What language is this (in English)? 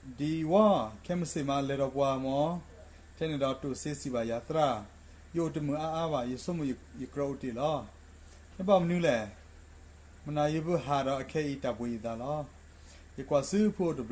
S'gaw Karen